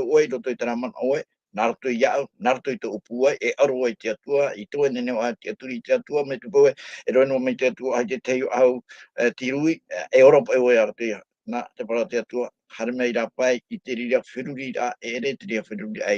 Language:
Tahitian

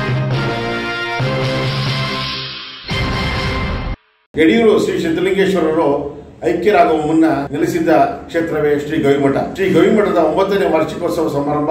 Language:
Kannada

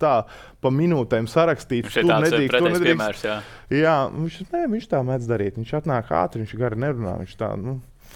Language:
Latvian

